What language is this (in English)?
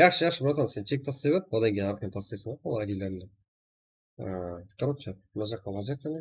Kara-Kalpak